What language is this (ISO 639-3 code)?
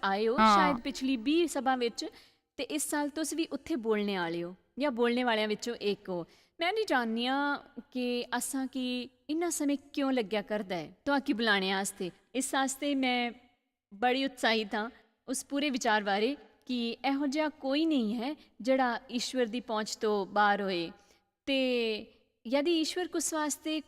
doi